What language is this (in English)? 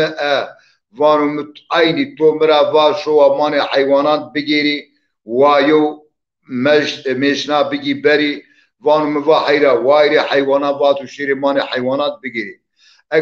Zaza